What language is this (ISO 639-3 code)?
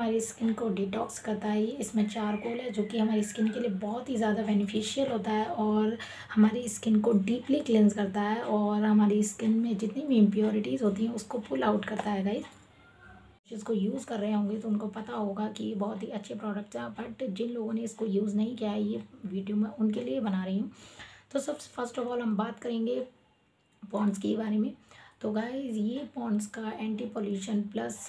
hin